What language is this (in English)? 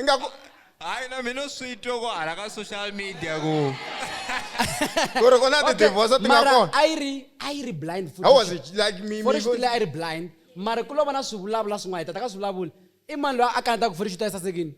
Tsonga